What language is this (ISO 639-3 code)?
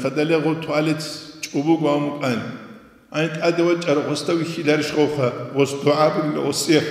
ava